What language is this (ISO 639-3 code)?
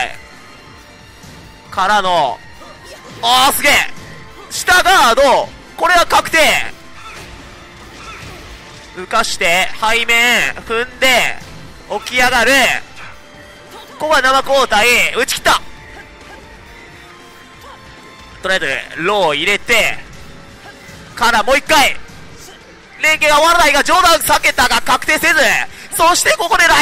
jpn